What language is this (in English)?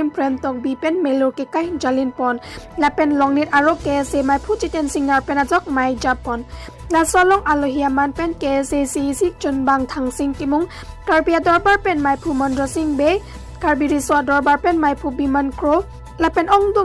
Karbi